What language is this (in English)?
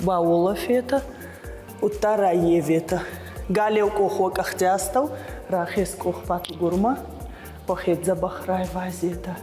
Ossetic